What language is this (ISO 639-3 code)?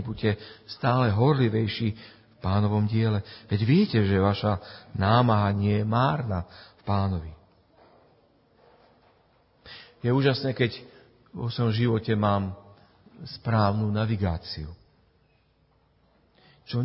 slk